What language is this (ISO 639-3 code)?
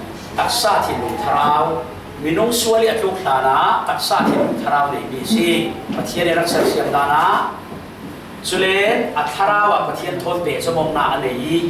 cfm